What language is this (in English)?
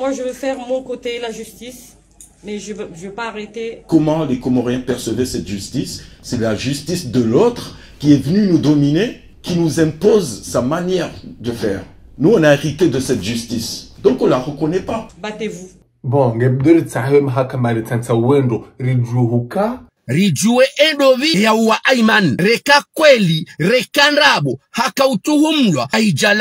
Ngazidja Comorian